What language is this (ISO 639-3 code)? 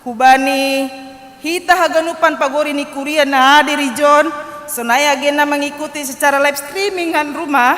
bts